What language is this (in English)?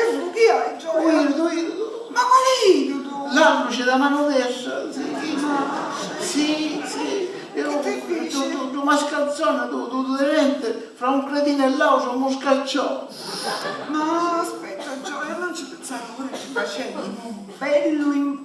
Sicilian